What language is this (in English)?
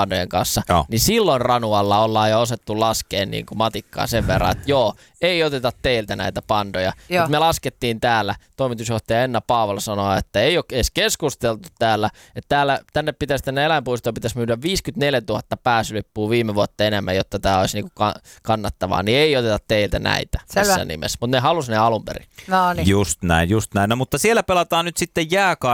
Finnish